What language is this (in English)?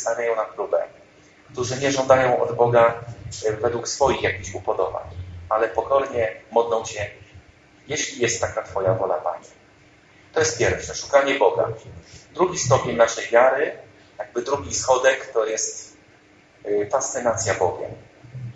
Polish